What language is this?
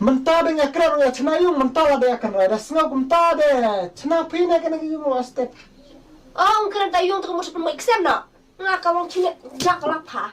Khasi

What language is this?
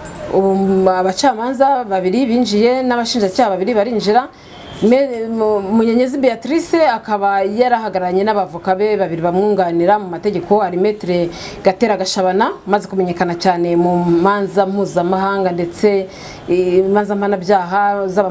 Kinyarwanda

